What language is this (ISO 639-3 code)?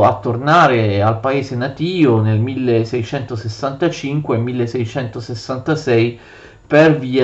ita